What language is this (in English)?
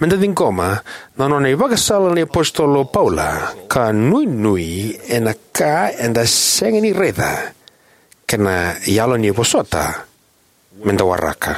Fijian